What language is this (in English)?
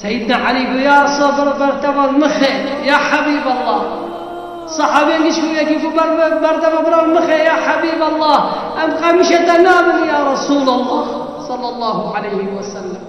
Kurdish